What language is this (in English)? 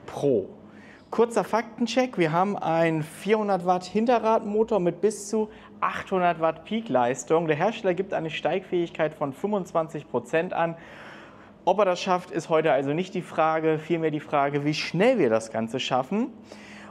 German